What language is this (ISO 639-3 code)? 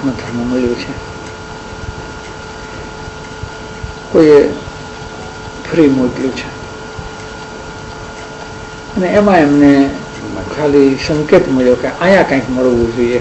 guj